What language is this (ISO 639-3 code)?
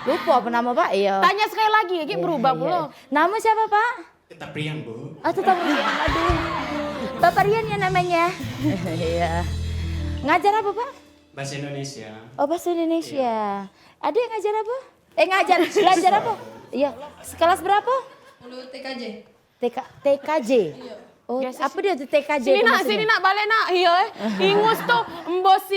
mui